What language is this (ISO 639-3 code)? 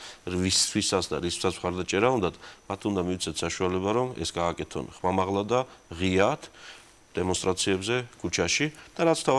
kat